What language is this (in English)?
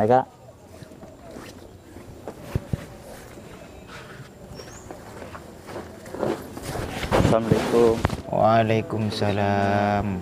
Madurese